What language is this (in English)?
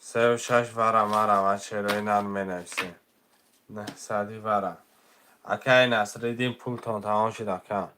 Tajik